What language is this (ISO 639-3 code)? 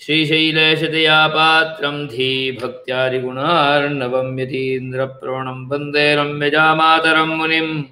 san